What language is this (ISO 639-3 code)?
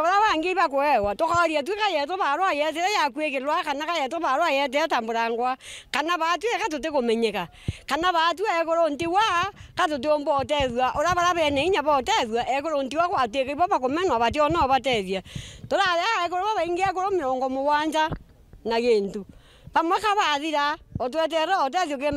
mer